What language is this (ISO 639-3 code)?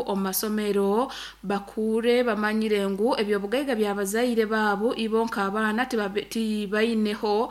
nyo